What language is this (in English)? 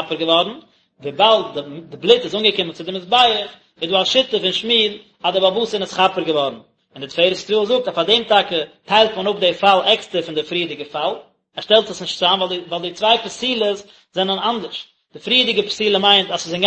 Yiddish